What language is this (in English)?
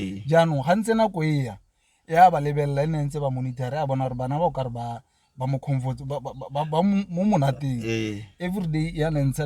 Tswana